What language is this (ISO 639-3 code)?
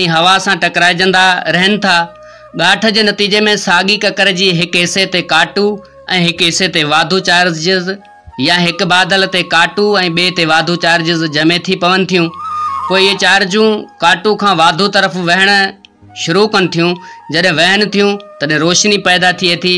snd